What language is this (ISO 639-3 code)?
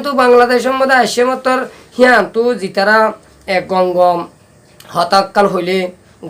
rhg